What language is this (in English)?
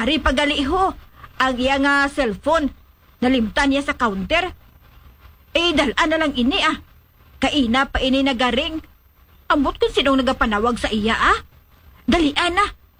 Hiligaynon